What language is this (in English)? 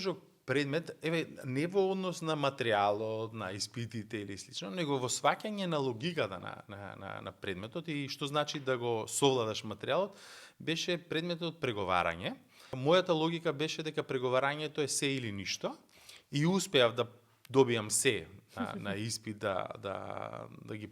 Macedonian